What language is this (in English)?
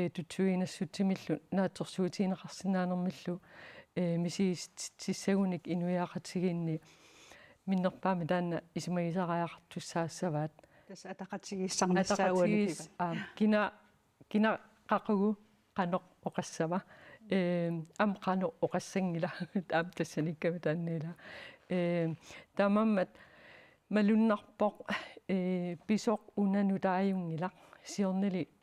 Kalaallisut